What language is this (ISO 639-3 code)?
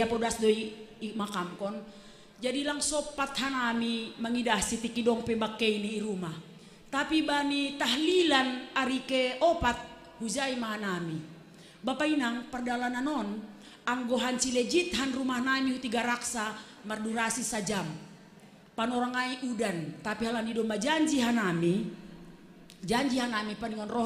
bts